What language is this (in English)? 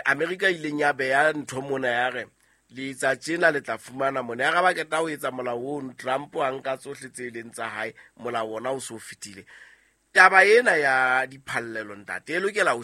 Southern Sotho